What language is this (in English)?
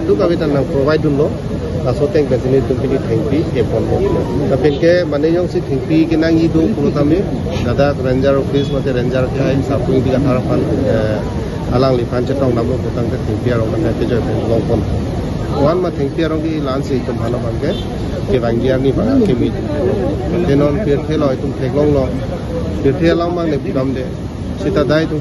Karbi